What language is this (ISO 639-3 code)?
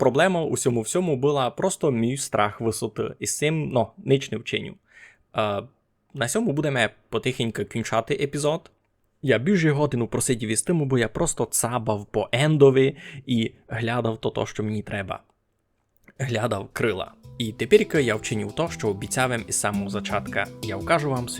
rue